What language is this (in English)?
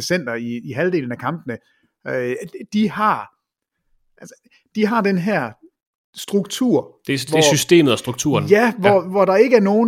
Danish